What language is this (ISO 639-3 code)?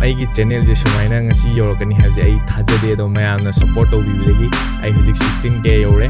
mni